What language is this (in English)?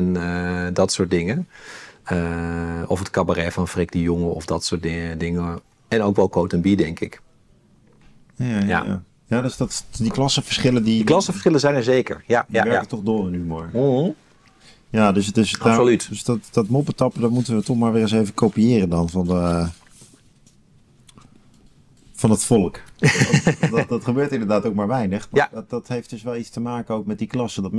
Dutch